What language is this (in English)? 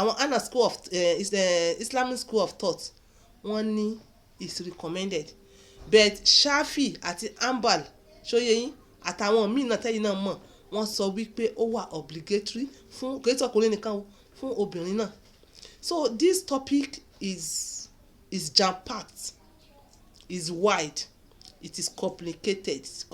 Yoruba